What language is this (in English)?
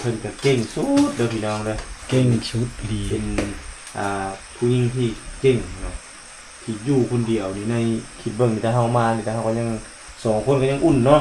Lao